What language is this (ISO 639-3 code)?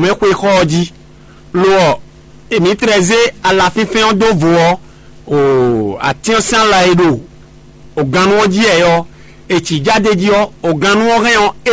fon